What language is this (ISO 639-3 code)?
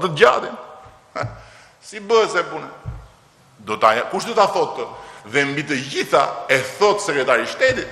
sqi